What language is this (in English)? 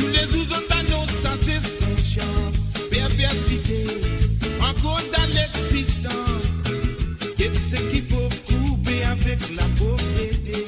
Morisyen